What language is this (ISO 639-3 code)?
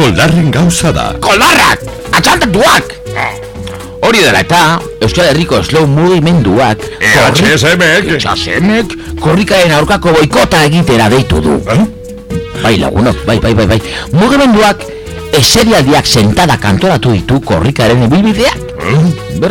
eus